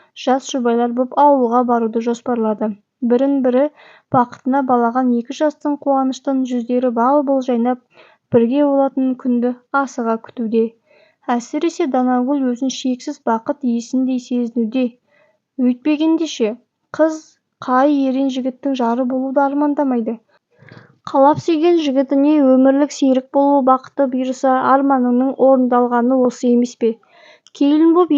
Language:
Kazakh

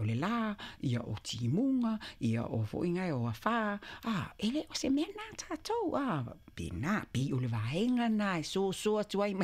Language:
Samoan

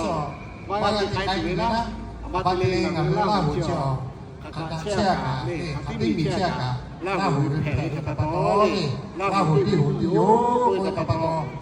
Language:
Lahu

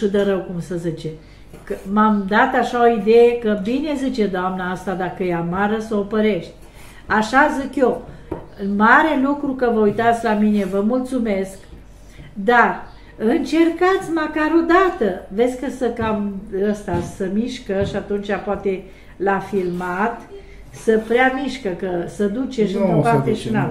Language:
Romanian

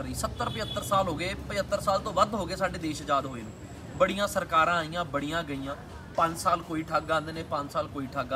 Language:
Punjabi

